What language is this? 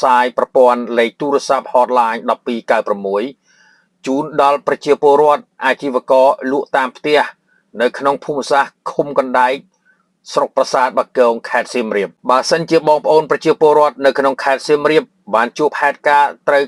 Khmer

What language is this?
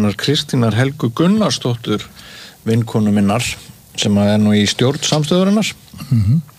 Icelandic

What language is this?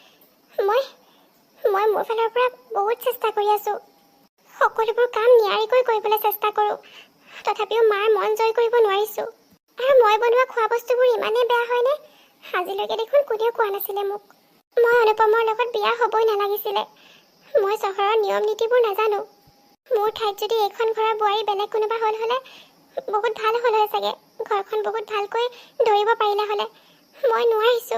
Assamese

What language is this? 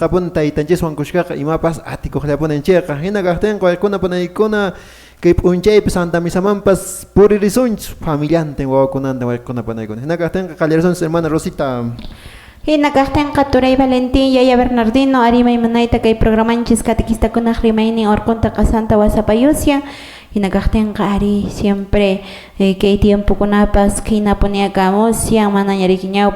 Quechua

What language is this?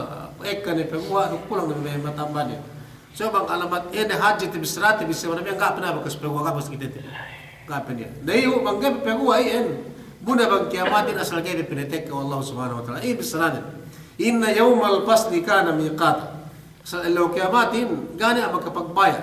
Yakan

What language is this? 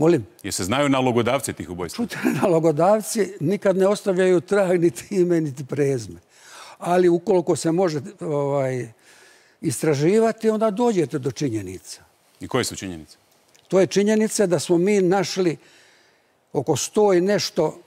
Croatian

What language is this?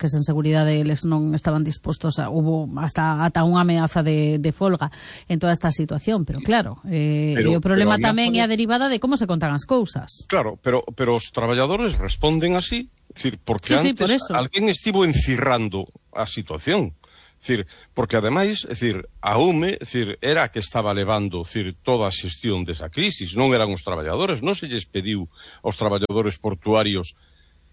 Galician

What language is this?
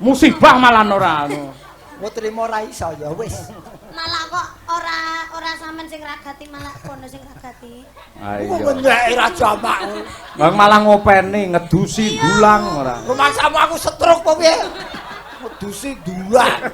Javanese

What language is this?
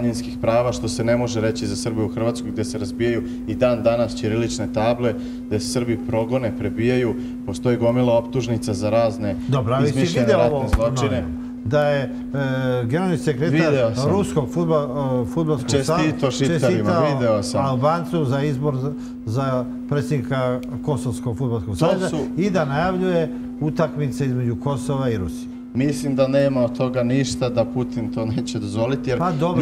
Serbian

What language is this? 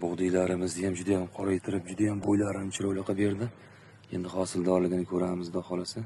Uzbek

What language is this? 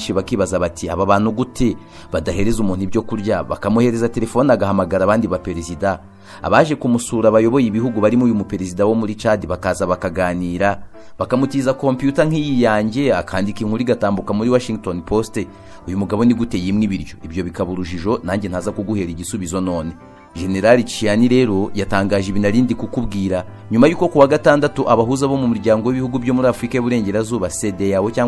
Kinyarwanda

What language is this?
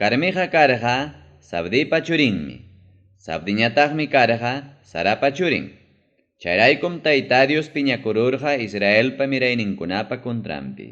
Ayacucho Quechua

